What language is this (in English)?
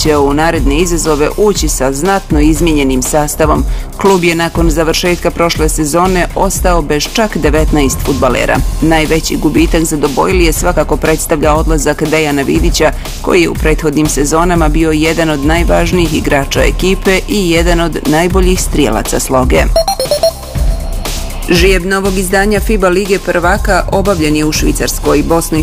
Bosnian